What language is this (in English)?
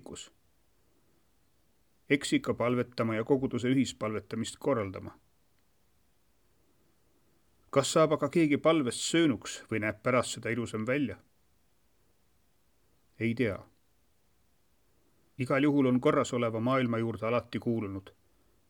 Estonian